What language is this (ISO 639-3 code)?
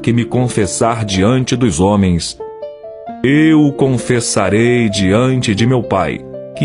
por